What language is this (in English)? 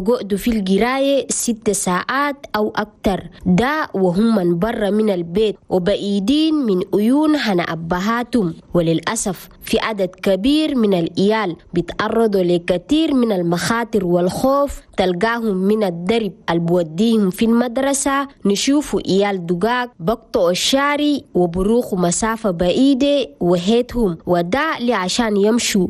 Chadian Arabic